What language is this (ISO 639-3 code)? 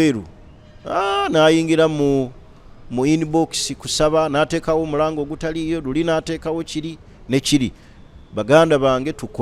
lug